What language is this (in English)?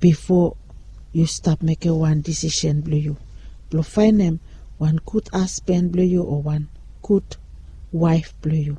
Bislama